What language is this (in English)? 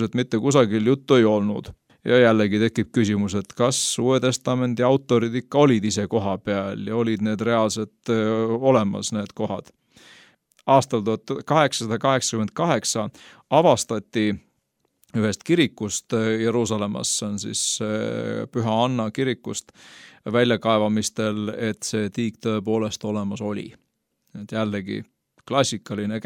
Estonian